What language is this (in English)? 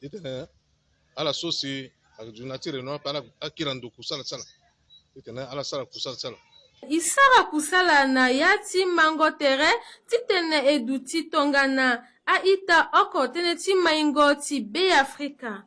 Sango